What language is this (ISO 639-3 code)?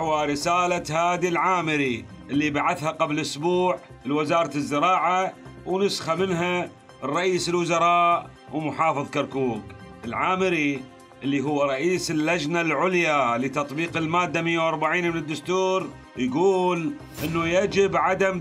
acm